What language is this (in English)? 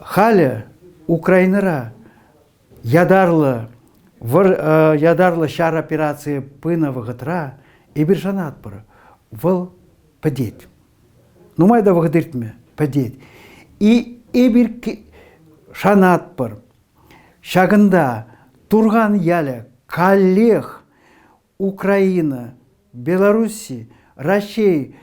Chuvash